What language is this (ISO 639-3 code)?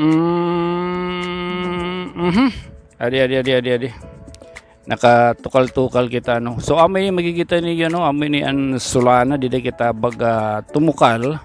war